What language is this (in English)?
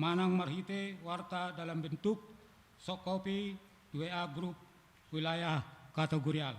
Batak Toba